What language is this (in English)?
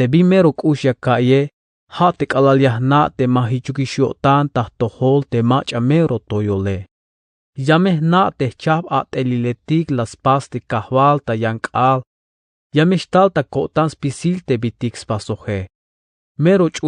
Tzeltal